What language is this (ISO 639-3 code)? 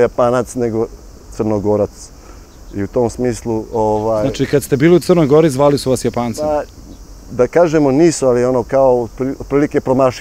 srp